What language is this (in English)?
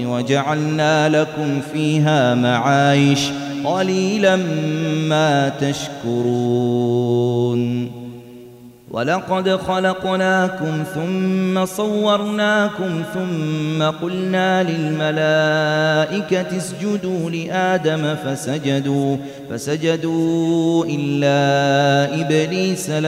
Arabic